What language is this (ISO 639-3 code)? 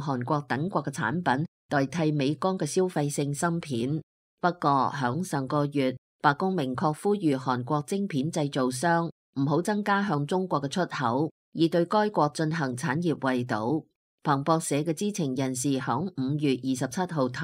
yue